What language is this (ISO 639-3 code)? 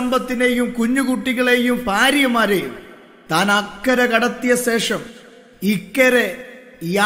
mal